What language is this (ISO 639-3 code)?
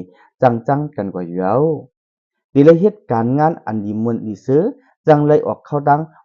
shn